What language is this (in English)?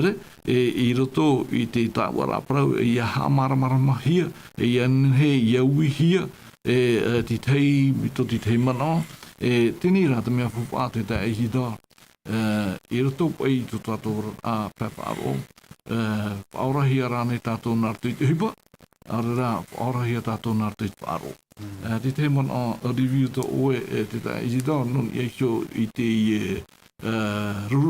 Tahitian